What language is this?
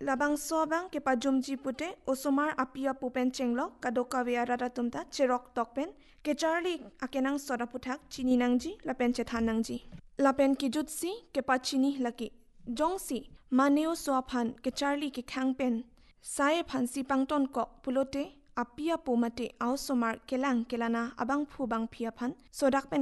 Karbi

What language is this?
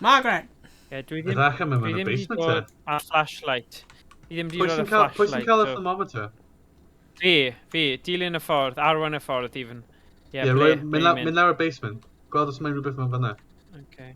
Welsh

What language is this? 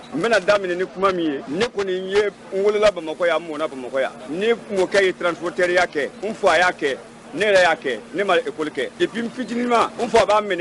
Bambara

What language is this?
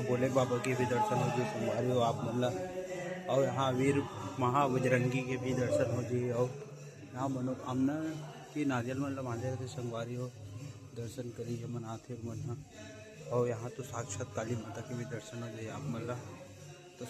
Chhattisgarhi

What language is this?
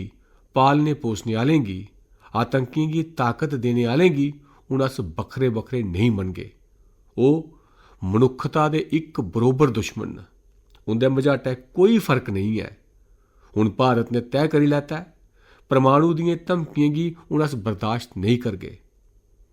Dogri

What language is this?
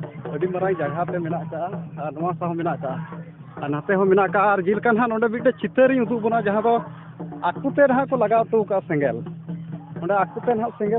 Santali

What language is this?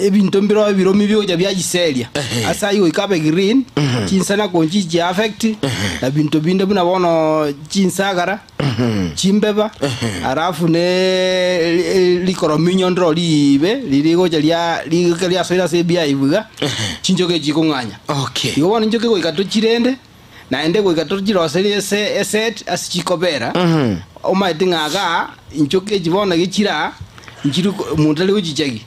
Gusii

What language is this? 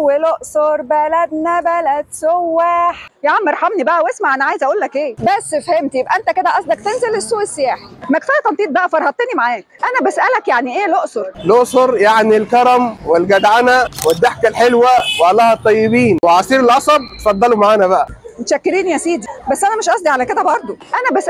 Egyptian Arabic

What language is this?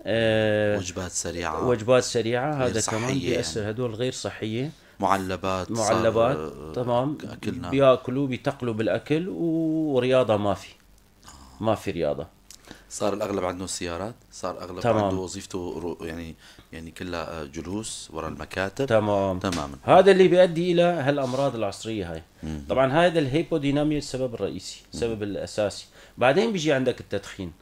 North Levantine Arabic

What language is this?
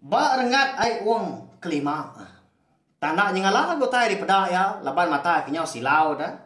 Iban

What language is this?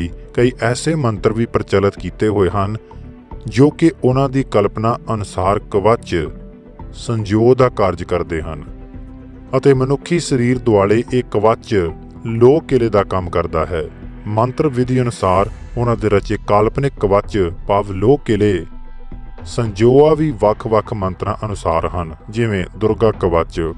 Punjabi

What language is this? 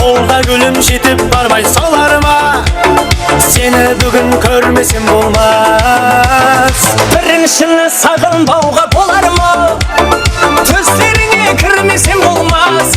Kara-Kalpak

